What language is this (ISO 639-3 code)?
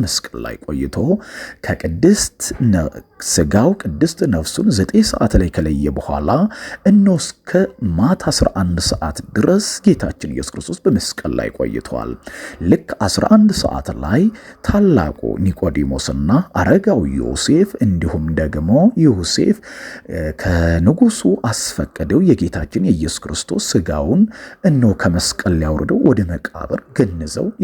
amh